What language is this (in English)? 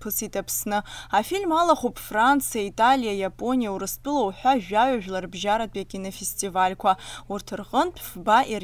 Abkhazian